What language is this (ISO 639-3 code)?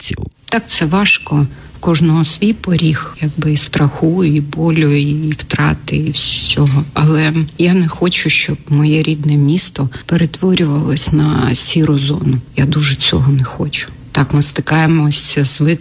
ukr